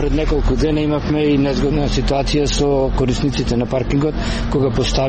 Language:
Macedonian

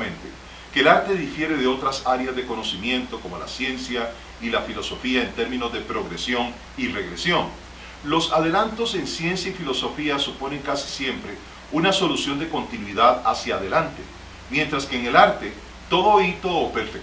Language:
Spanish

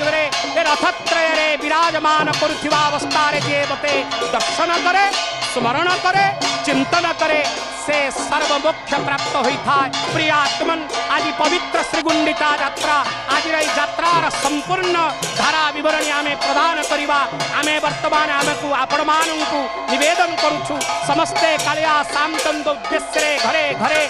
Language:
Odia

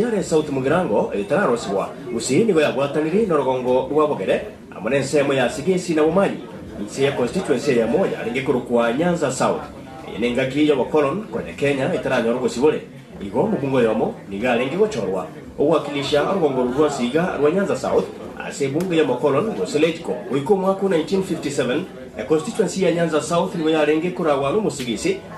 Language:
Gusii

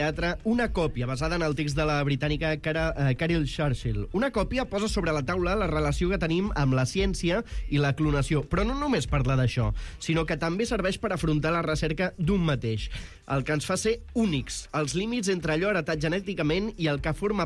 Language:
Catalan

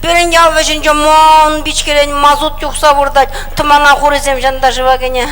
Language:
Chuvash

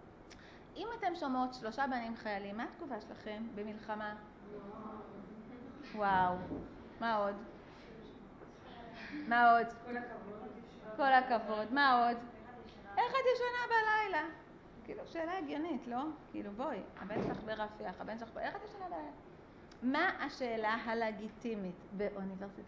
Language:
Hebrew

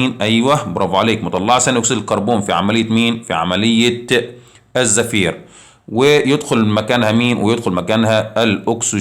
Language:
Egyptian Arabic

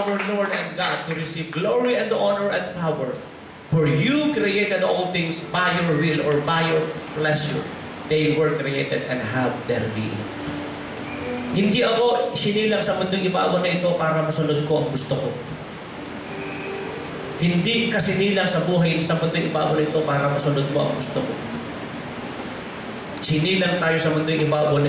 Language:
Filipino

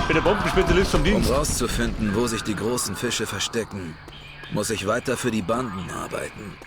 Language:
Bavarian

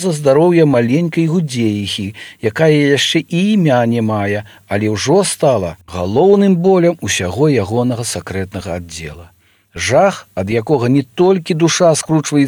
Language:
Belarusian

